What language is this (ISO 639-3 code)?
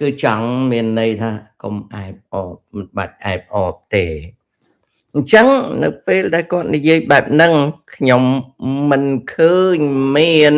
khm